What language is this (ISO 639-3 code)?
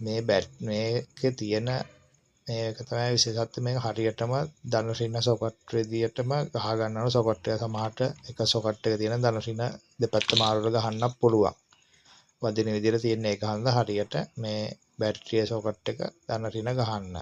sin